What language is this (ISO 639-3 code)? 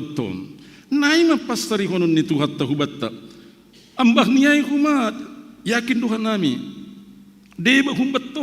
bts